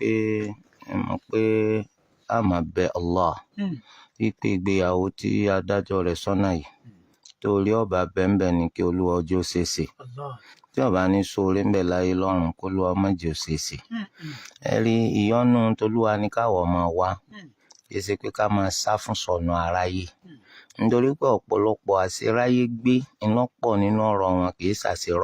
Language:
Yoruba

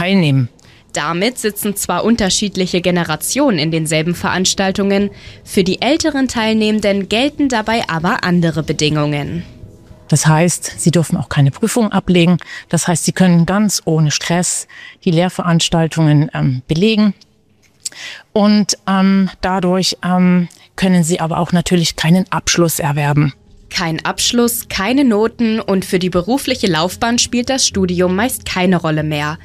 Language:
German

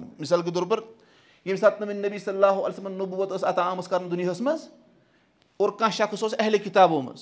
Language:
Kashmiri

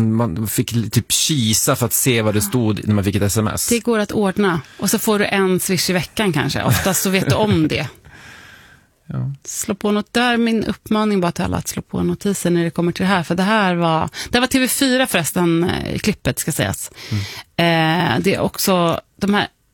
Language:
Swedish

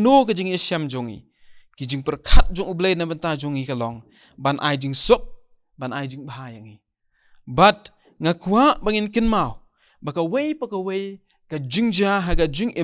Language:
Khasi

